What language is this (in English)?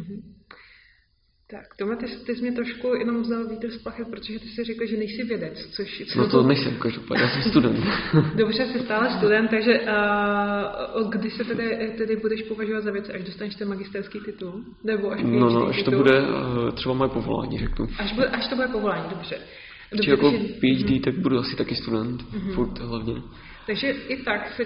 Czech